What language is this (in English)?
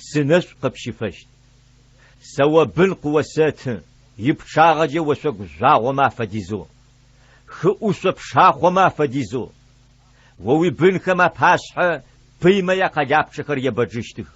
Adyghe